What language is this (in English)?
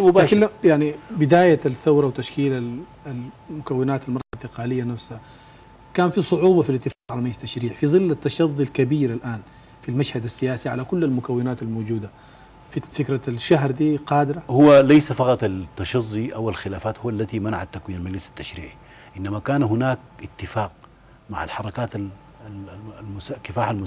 Sudanese Arabic